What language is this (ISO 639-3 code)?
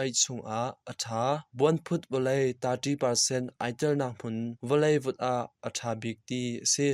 cnh